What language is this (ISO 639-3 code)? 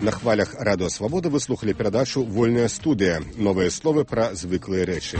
bel